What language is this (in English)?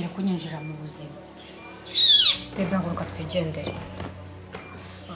Kinyarwanda